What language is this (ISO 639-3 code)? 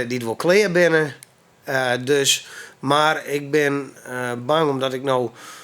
fry